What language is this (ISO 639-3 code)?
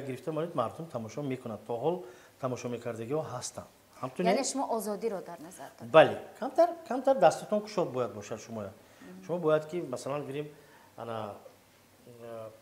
tgk